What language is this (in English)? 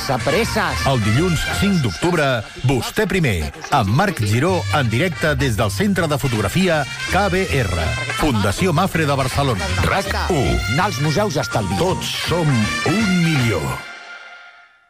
Catalan